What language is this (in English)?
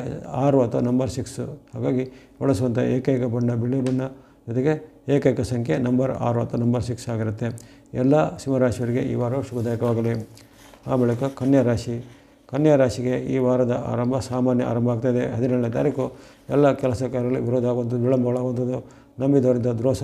Kannada